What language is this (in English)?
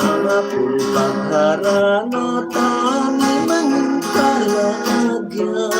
Hiligaynon